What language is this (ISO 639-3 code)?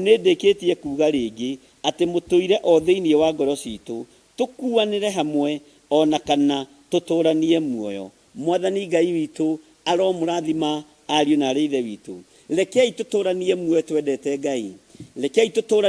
kik